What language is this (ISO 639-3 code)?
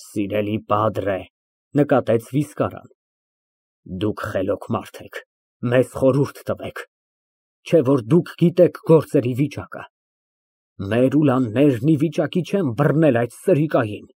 hye